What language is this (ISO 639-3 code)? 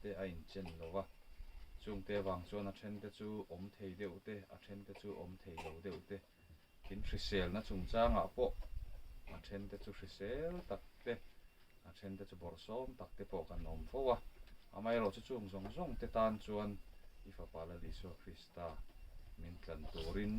lus